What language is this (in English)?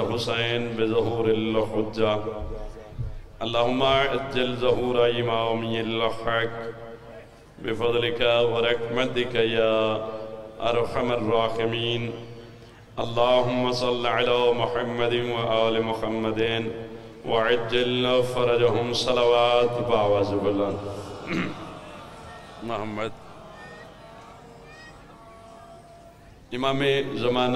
Urdu